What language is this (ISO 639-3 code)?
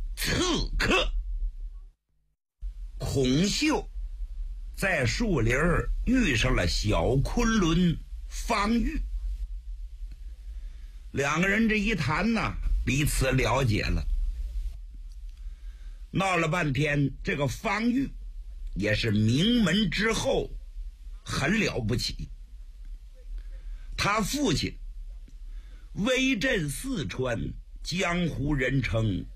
zho